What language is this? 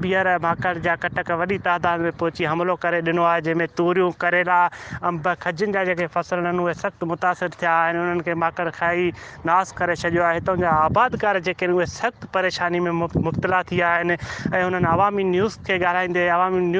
Sindhi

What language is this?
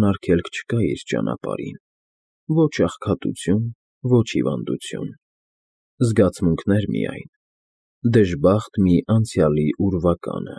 Armenian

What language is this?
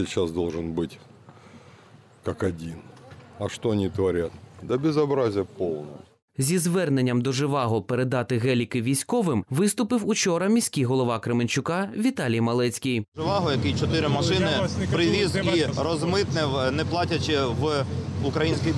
Ukrainian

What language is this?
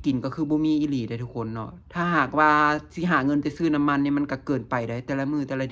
Lao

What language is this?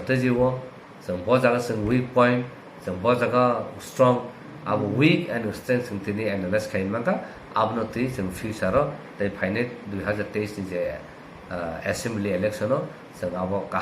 Kok Borok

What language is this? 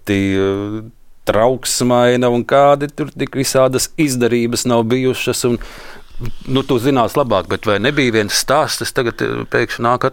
Latvian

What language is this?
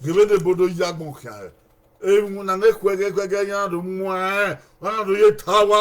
Bini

